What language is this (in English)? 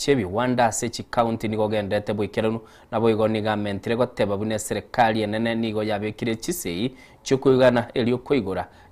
Gusii